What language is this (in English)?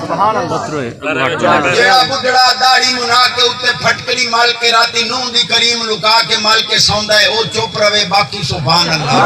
Saraiki